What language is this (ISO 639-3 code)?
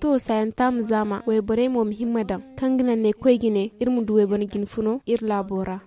dje